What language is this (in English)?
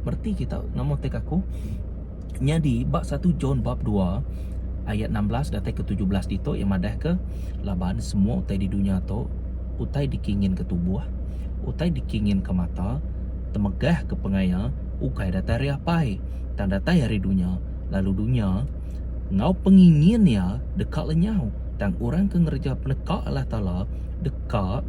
Iban